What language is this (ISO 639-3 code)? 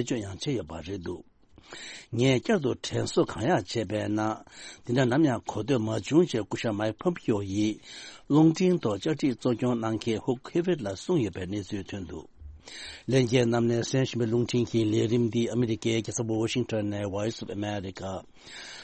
bod